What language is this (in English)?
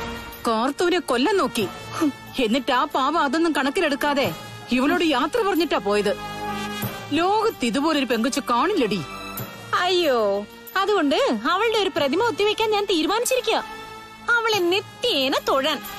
Malayalam